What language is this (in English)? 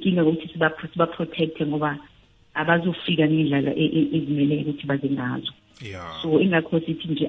South Ndebele